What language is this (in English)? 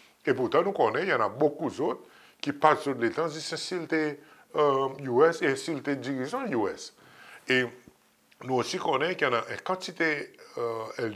Seselwa Creole French